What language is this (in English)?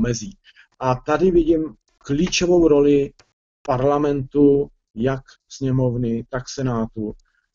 Czech